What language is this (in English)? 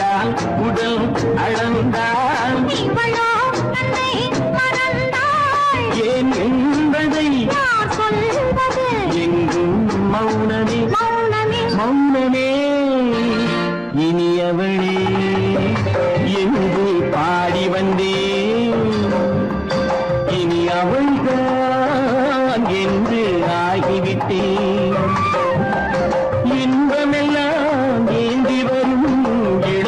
Tamil